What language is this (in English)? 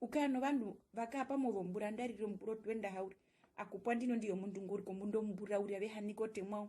Herero